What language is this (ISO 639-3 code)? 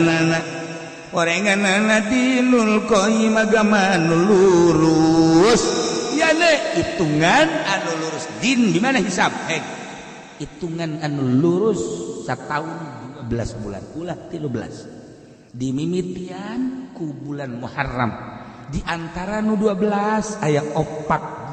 sun